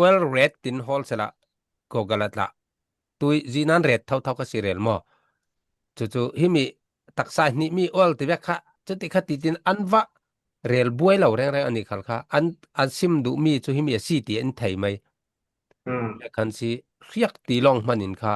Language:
Falam Chin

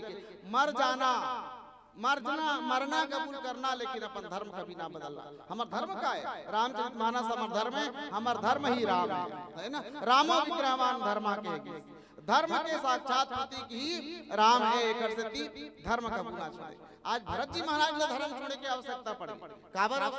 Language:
Chhattisgarhi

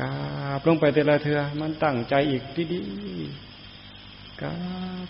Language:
Northeastern Thai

